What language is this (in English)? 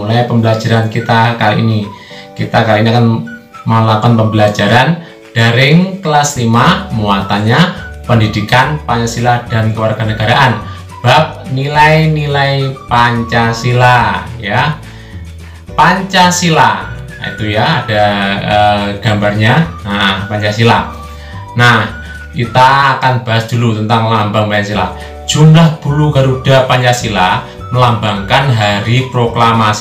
Indonesian